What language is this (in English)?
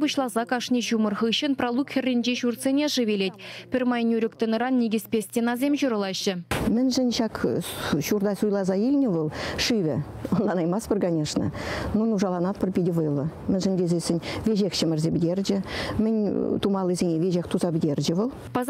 Chuvash